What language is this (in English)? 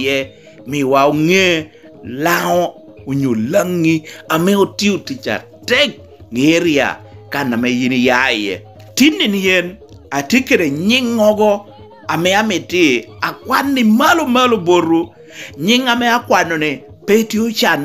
Lango (Uganda)